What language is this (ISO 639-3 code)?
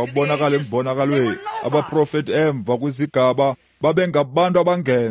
xho